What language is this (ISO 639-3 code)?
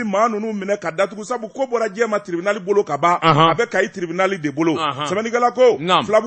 bam